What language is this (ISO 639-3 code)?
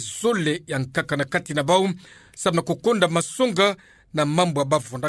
ktu